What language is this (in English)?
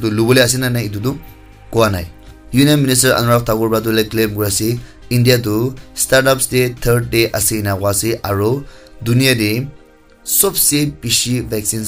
Naga Pidgin